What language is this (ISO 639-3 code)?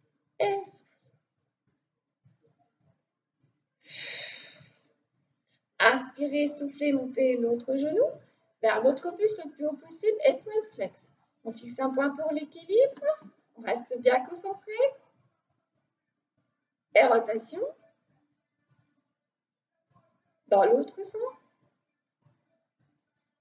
fra